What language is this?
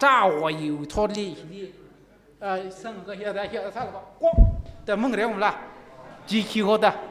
Tangkhul Naga (India)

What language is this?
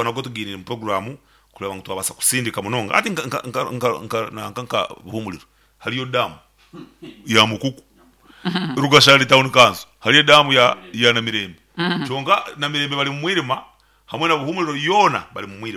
Nyankole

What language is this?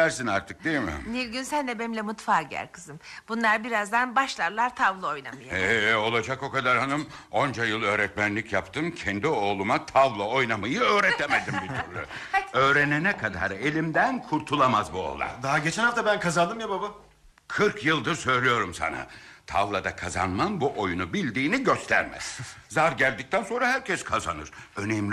Turkish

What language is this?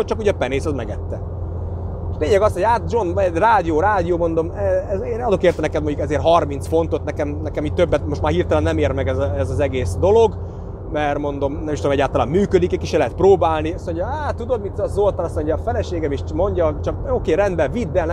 Hungarian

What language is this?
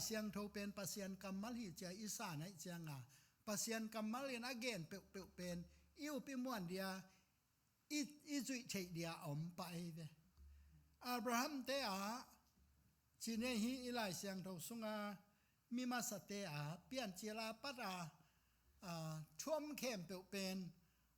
Tedim Chin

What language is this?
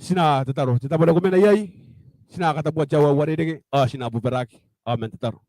Gilbertese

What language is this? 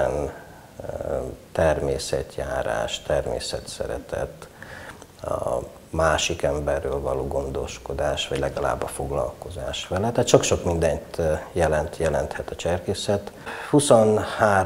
Hungarian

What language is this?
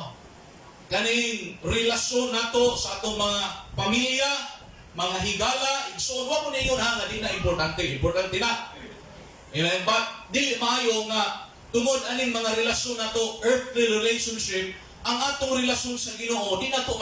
Cebuano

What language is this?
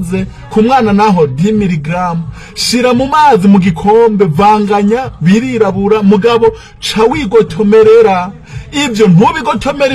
Rundi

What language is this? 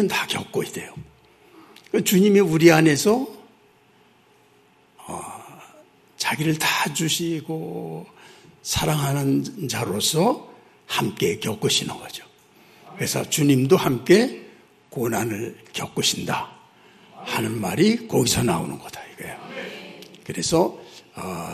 Korean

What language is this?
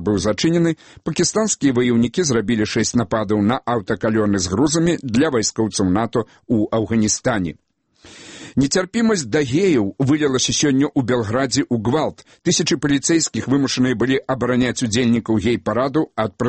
Belarusian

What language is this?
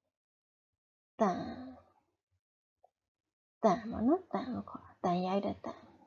Burmese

